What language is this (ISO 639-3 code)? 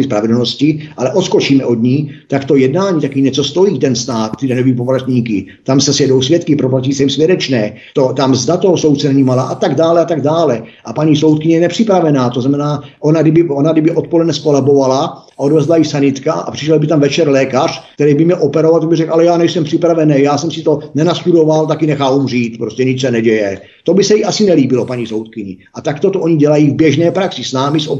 ces